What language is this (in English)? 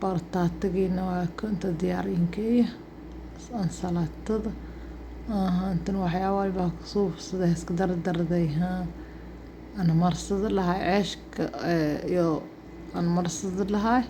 Somali